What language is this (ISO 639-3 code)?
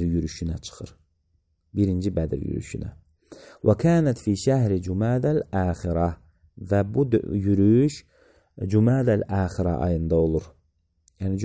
aze